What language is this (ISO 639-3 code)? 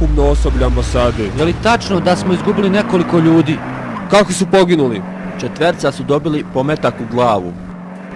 bos